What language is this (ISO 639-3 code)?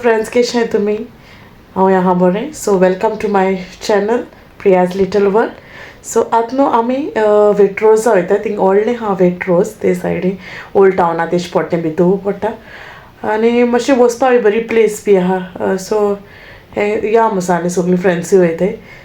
kok